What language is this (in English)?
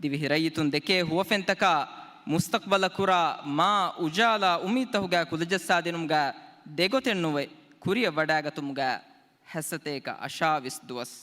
Divehi